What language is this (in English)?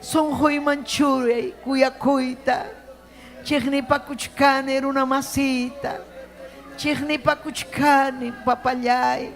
Ayacucho Quechua